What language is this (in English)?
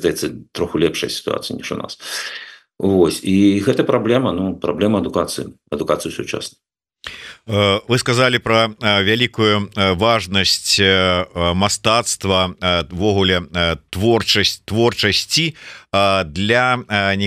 Belarusian